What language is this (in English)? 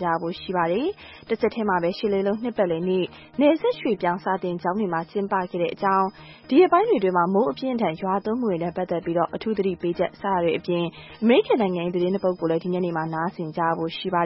Burmese